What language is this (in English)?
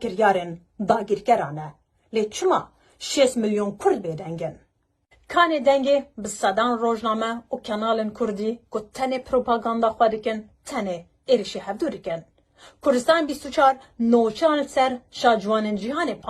Kurdish